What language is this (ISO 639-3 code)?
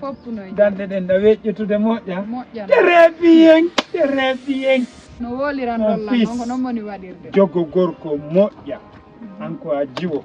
ful